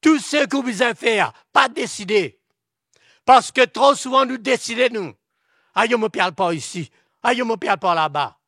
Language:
Morisyen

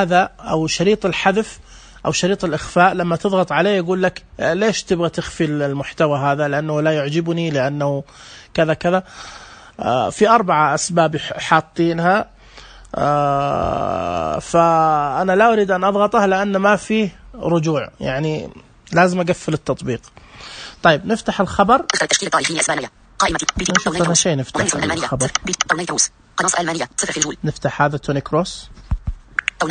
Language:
Najdi Arabic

